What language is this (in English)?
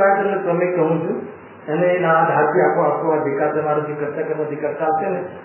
Gujarati